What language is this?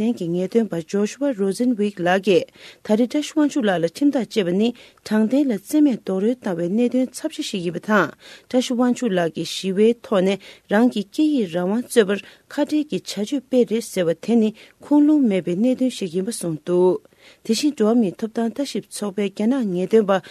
Tibetan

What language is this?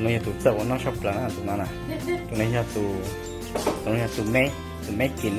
Hmong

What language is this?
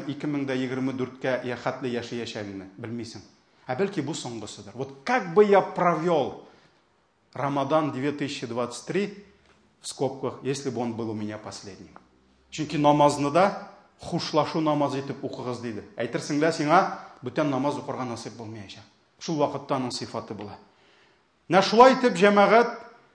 Tatar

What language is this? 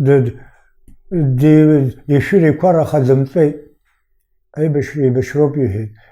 Abkhazian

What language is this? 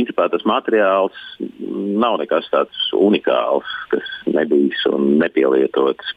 Latvian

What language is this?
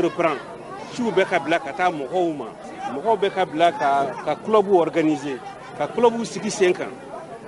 Bambara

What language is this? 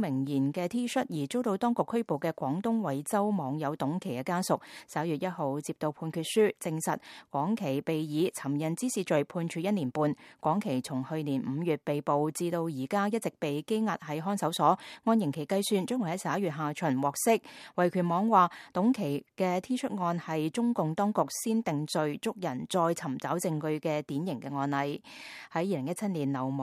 Cantonese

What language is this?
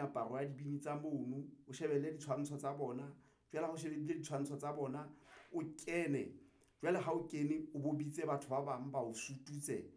Southern Sotho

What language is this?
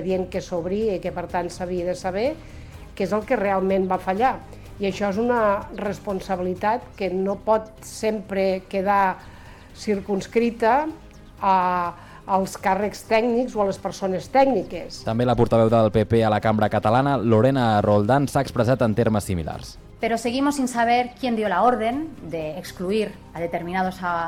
Catalan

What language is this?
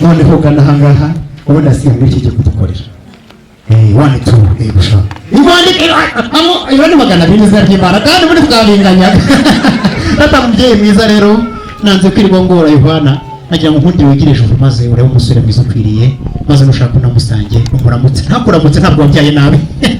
Kinyarwanda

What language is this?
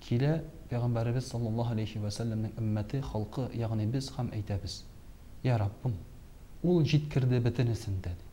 Tatar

